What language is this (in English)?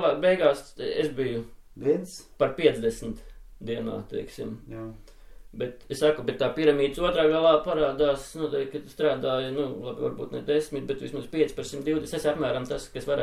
Latvian